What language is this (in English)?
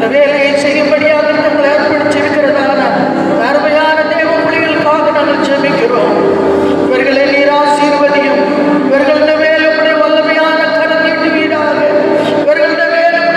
Tamil